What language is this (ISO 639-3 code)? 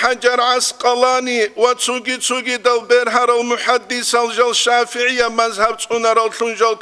ava